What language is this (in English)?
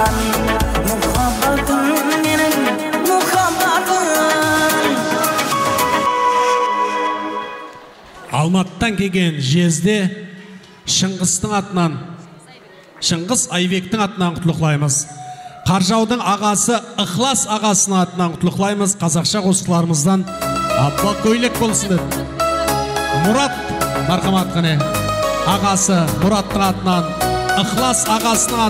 Kara-Kalpak